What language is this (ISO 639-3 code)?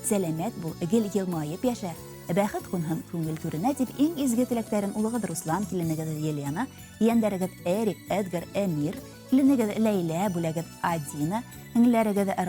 bak